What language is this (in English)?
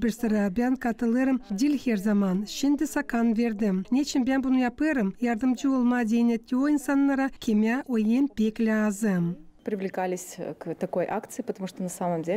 Gagauz